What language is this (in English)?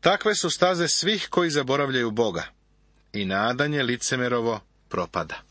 Serbian